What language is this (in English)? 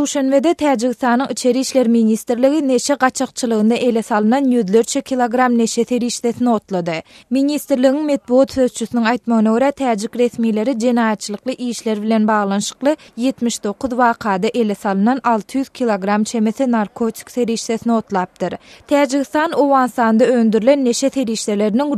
Turkmen